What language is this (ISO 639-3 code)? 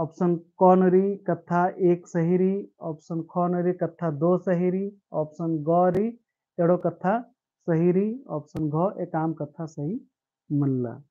kru